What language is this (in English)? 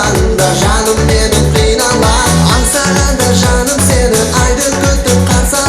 Kara-Kalpak